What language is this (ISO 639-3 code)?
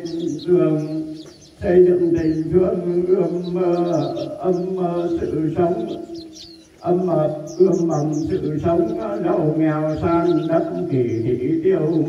vie